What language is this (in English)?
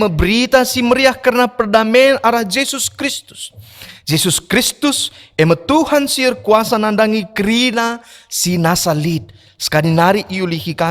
Batak Karo